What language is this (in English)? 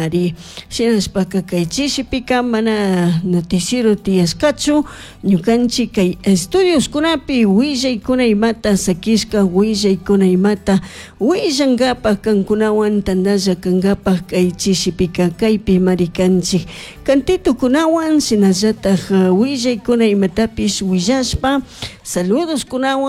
Chimborazo Highland Quichua